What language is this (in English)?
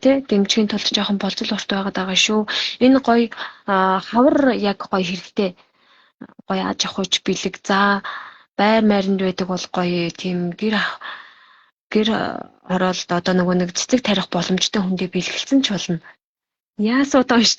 Mongolian